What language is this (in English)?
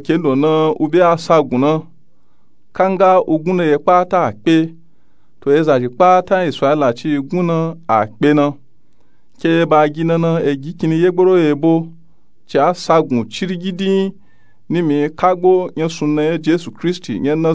Nupe-Nupe-Tako